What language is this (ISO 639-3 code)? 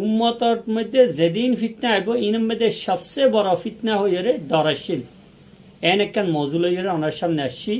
rhg